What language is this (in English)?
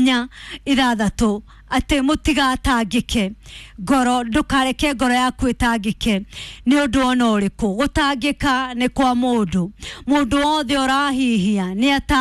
Kikuyu